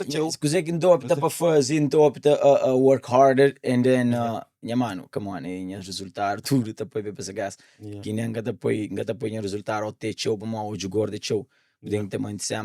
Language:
Kabuverdianu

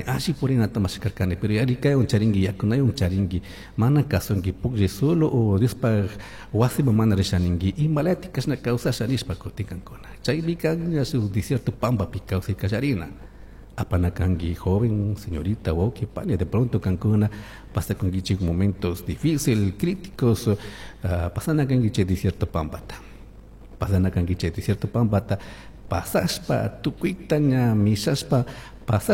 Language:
Chimborazo Highland Quichua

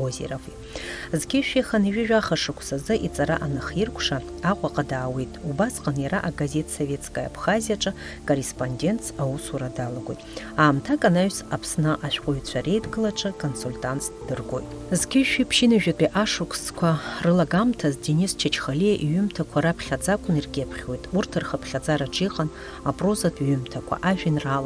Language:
Abkhazian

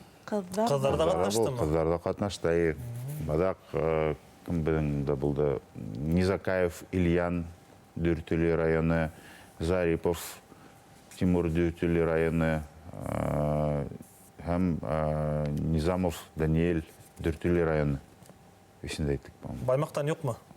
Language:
Bashkir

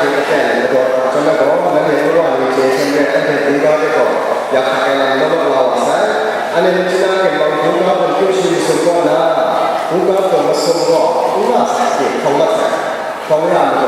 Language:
Kachin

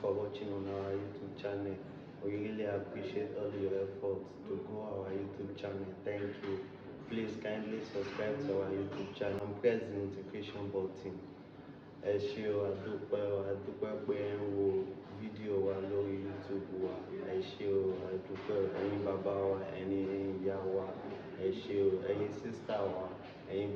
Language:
Yoruba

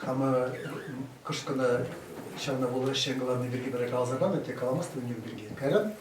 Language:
Chuvash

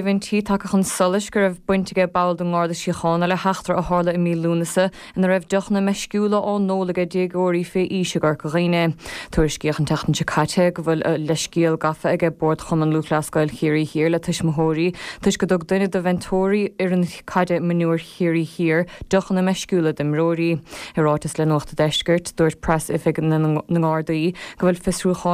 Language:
Irish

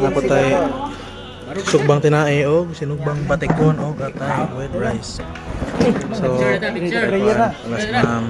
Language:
Cebuano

